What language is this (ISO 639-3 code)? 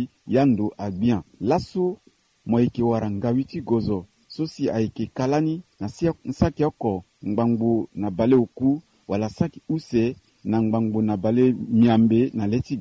sag